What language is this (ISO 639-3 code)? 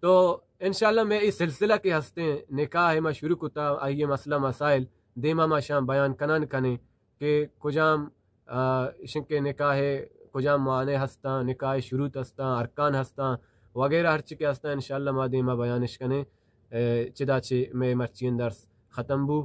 bal